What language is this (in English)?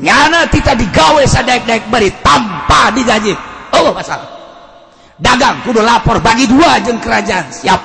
Sundanese